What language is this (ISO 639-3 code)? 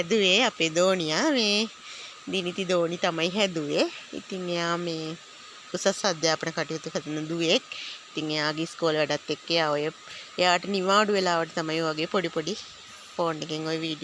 sin